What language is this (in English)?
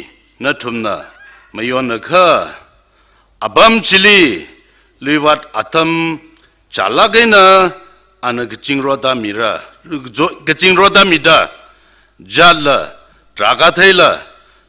Tangkhul Naga (India)